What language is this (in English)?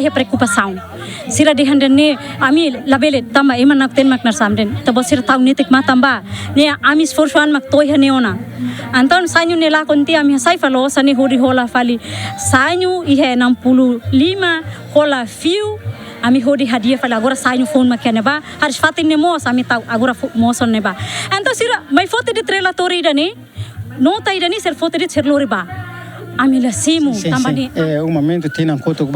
Tetum